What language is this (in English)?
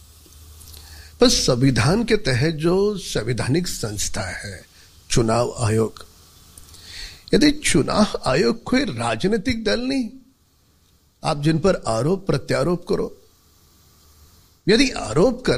Hindi